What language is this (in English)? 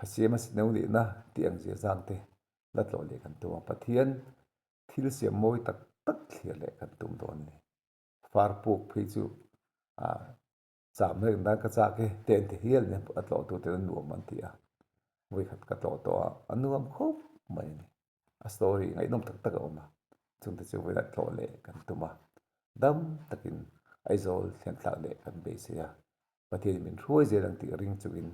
Mizo